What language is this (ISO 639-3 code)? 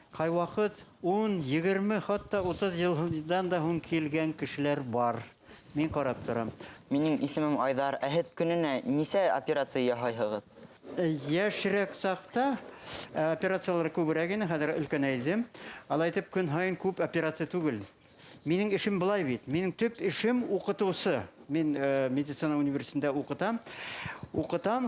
bak